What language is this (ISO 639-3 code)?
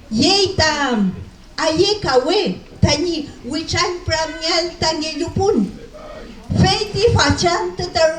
arn